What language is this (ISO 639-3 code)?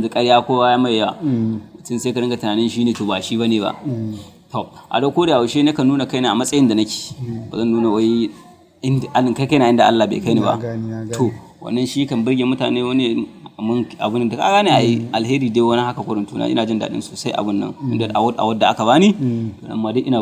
hau